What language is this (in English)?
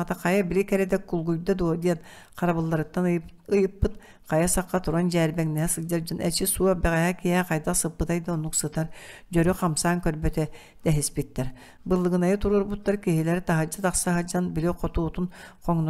Yakut